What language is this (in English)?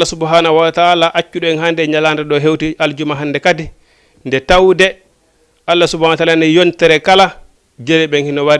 Fula